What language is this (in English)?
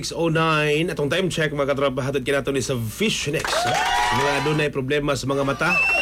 Cebuano